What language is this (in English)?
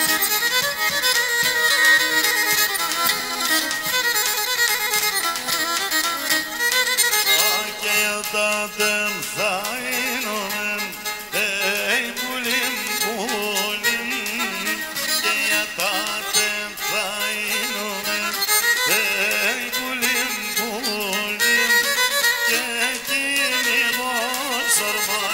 Greek